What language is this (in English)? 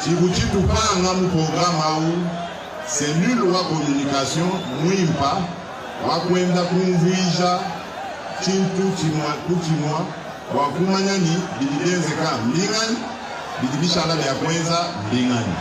Luba-Lulua